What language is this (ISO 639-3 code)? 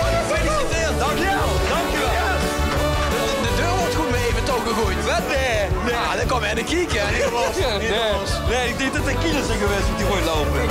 lim